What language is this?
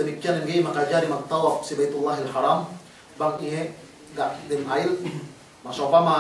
Yakan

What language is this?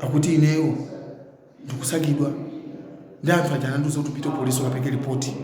Nyanja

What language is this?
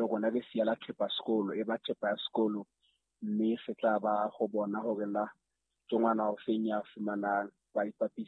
Southern Sotho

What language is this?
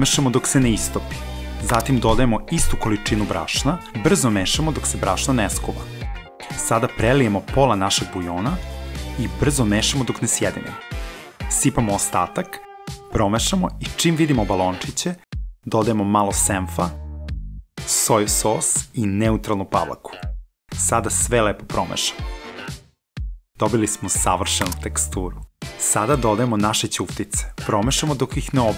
Serbian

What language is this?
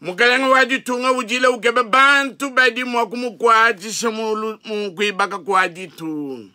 Luba-Lulua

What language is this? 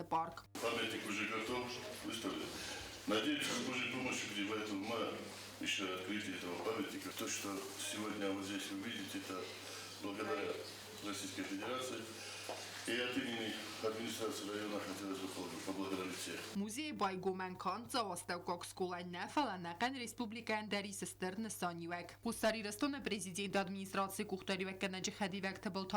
Ossetic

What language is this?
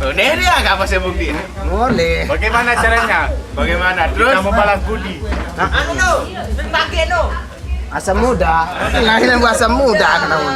Sasak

